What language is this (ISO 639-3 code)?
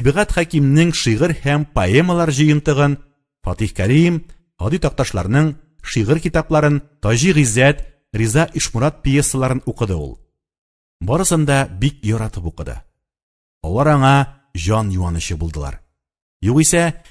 tat